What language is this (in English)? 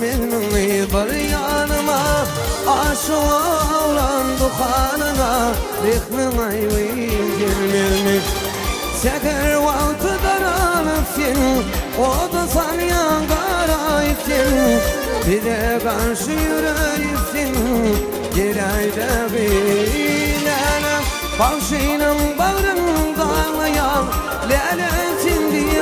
Turkmen